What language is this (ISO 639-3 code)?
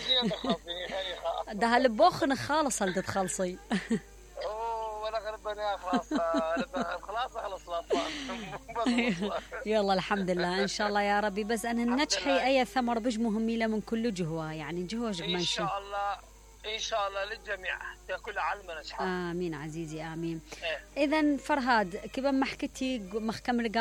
acm